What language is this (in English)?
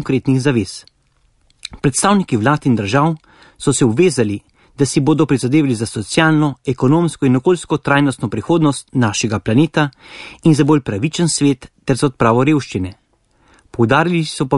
Slovenian